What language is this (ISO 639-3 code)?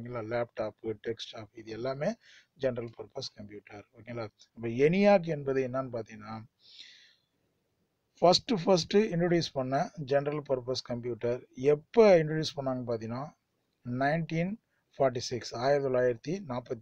tam